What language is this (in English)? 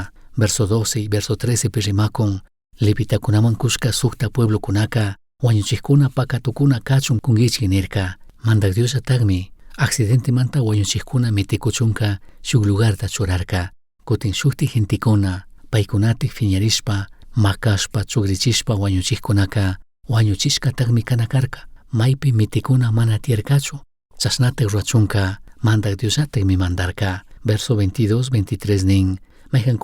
Chimborazo Highland Quichua